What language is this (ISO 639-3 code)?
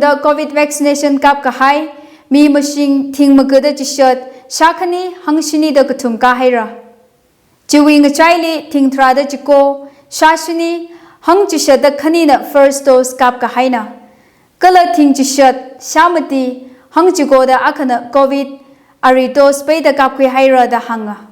nmf